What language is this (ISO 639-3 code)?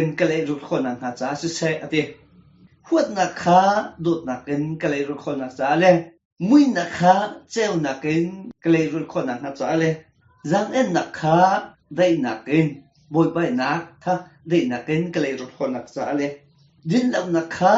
cnh